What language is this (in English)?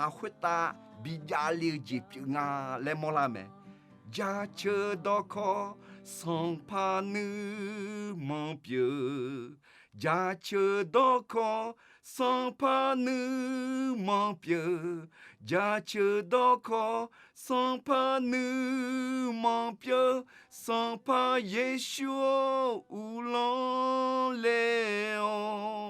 Akha